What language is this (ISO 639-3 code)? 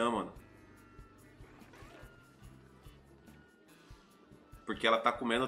por